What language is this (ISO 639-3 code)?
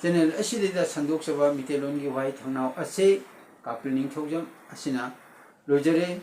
mni